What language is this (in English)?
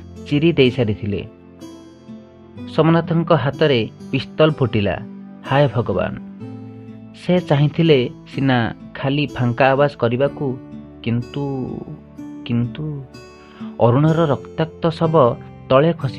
Odia